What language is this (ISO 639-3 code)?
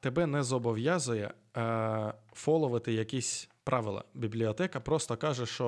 ukr